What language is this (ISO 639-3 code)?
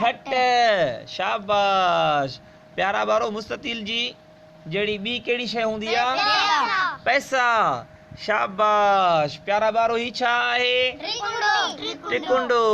snd